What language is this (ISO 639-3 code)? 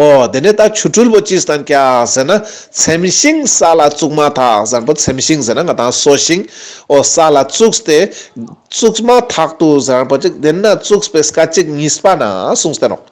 lbj